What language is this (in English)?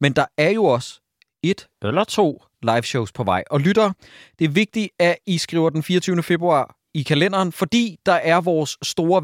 Danish